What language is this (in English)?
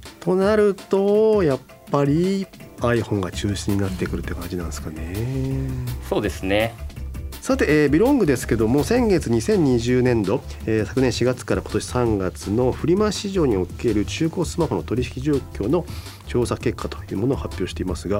Japanese